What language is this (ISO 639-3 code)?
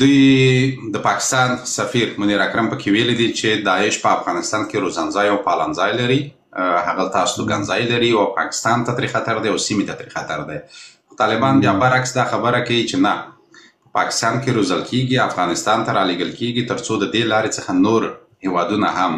pus